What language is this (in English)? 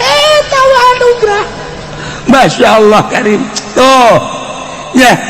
Sundanese